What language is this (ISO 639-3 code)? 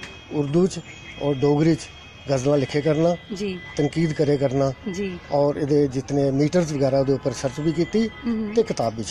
doi